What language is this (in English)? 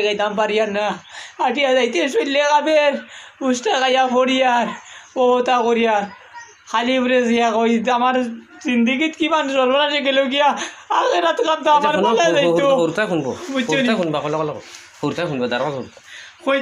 Sylheti